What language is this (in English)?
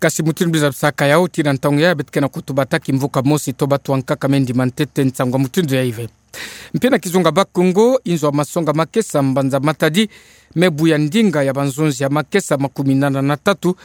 Kituba (Democratic Republic of Congo)